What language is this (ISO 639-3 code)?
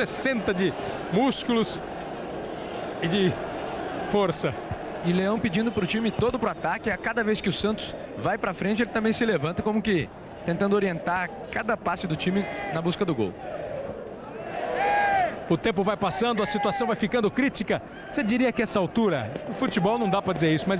por